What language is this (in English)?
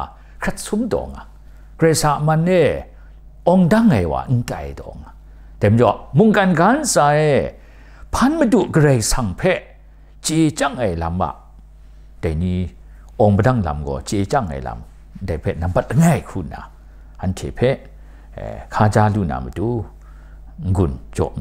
Kachin